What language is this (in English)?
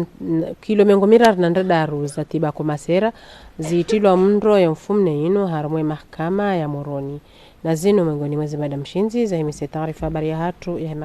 Ngazidja Comorian